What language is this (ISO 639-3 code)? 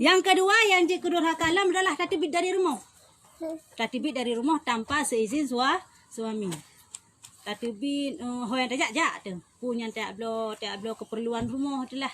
ace